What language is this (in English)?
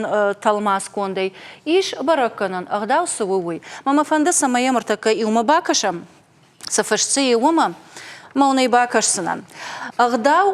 Ossetic